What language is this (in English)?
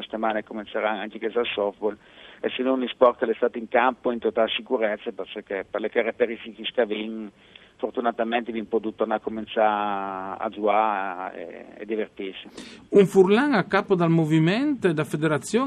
Friulian